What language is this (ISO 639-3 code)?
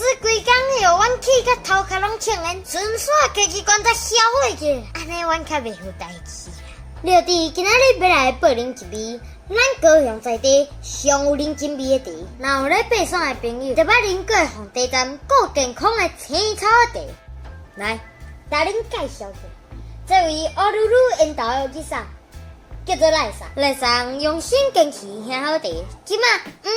nan